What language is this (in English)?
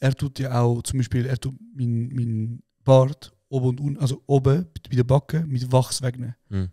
Swiss German